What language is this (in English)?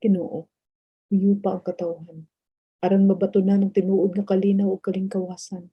Cebuano